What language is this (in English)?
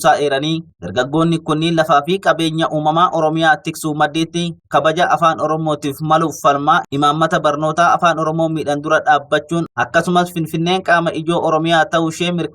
Oromo